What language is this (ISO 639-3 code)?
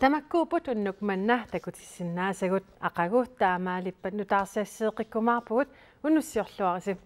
kal